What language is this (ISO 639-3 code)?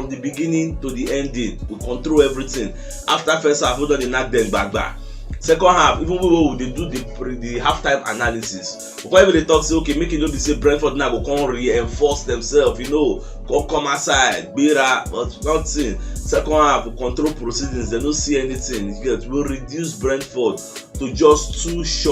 pcm